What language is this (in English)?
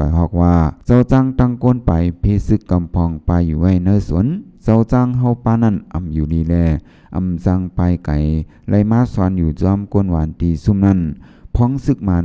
Shan